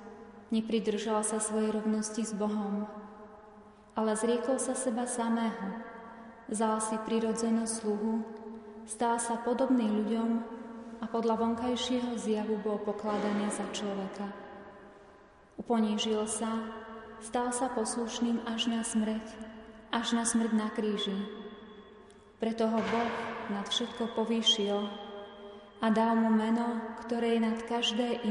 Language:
Slovak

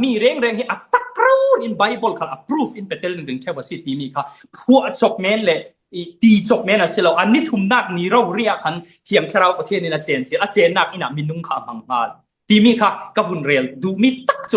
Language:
Falam Chin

